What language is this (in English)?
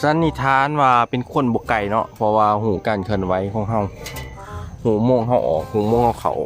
Lao